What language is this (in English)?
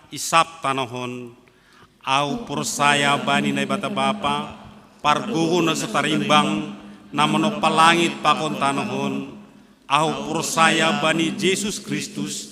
Batak Simalungun